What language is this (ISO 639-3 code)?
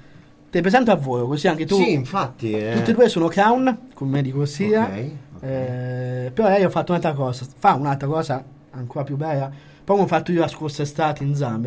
ita